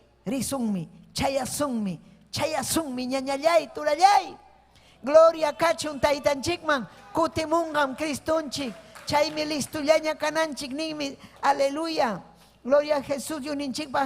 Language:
Ayacucho Quechua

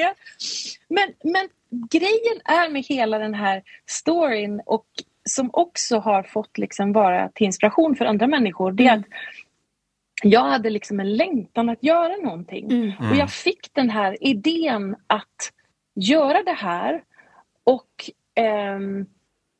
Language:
Swedish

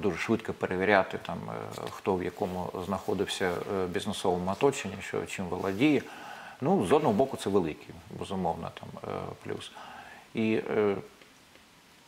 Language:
Ukrainian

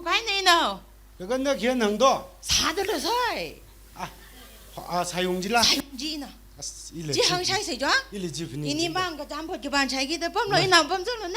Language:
Tangkhul Naga (India)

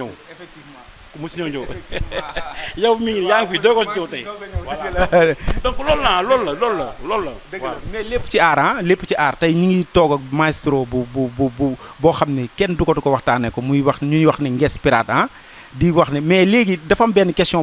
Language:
Wolof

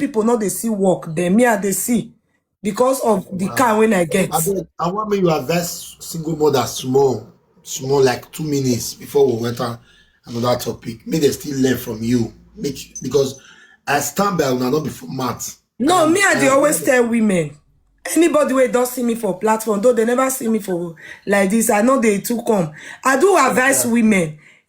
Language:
Nigerian Pidgin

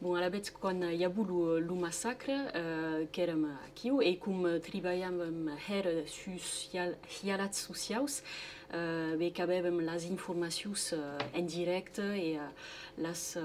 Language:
Occitan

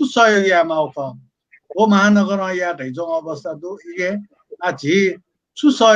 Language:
Newari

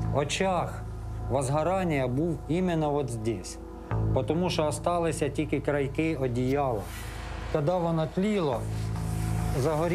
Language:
Ukrainian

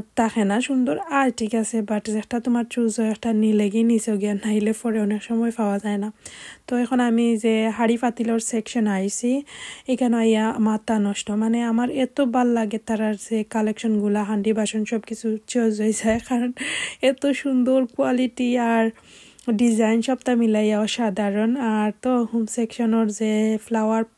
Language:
Sylheti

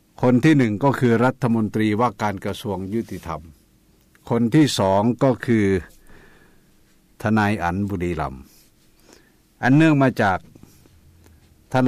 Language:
Thai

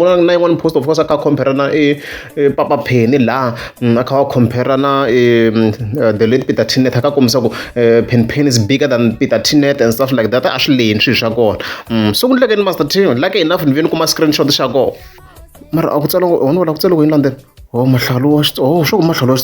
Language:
Tsonga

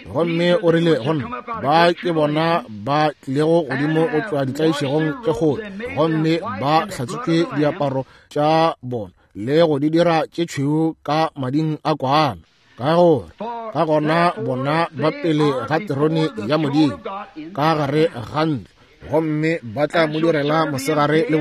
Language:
Northern Sotho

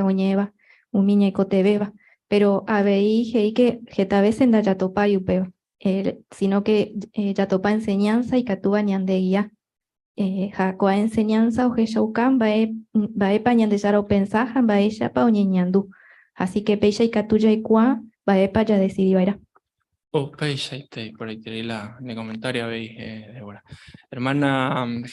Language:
Guarani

